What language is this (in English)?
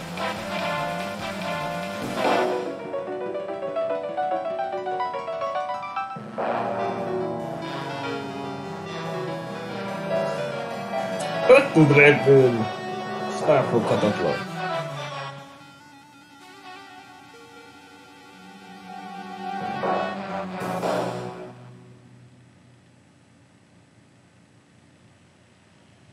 Hungarian